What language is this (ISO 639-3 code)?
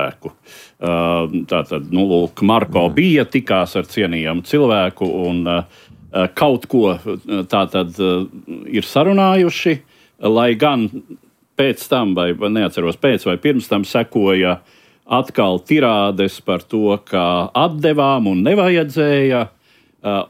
lav